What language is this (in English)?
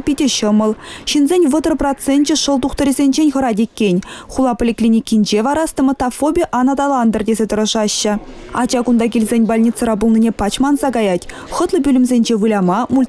Chuvash